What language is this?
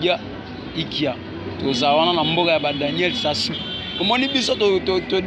Lingala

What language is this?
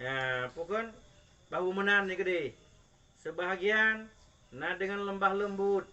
Achinese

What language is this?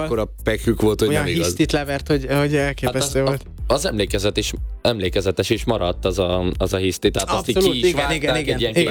Hungarian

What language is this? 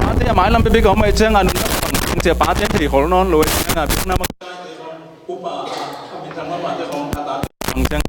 Tedim Chin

